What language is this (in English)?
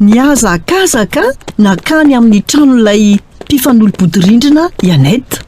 Malagasy